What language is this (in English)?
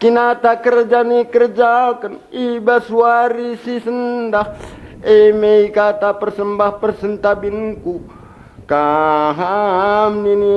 Batak Karo